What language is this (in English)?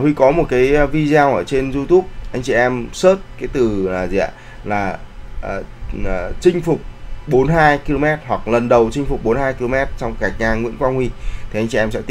Vietnamese